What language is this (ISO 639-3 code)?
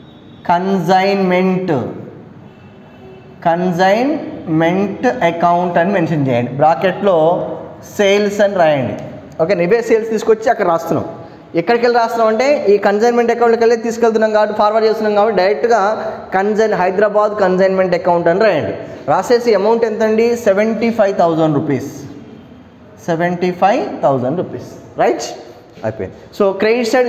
tel